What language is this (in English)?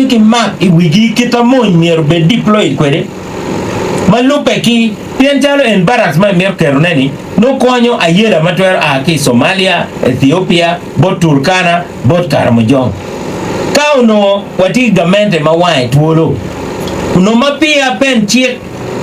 Acoli